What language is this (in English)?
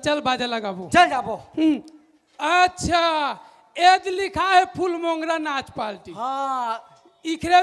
Chhattisgarhi